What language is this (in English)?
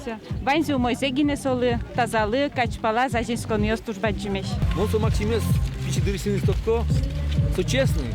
Udmurt